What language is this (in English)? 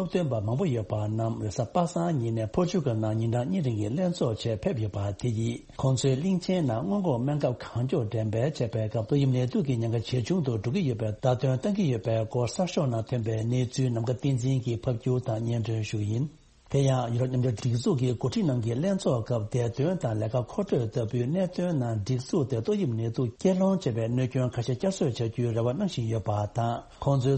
Tibetan